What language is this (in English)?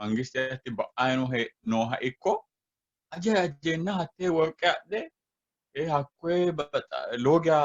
Sidamo